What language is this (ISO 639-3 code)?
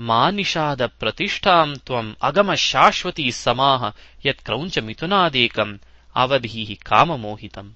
san